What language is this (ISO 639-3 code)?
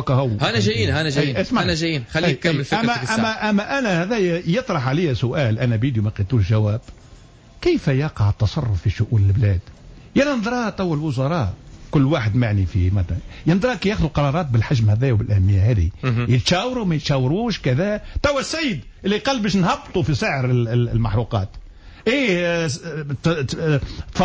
aeb